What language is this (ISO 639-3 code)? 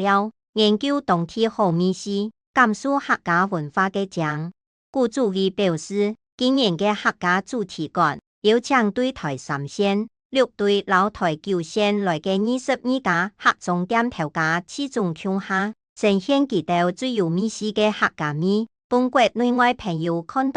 hak